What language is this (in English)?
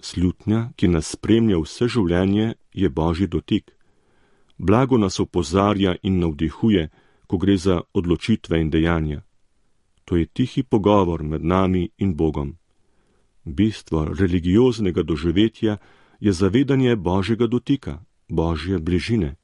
Slovenian